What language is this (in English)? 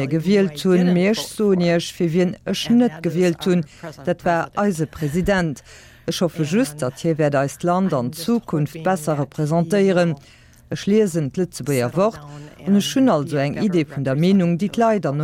Luxembourgish